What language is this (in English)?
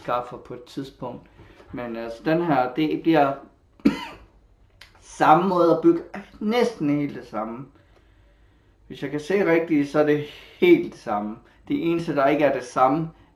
Danish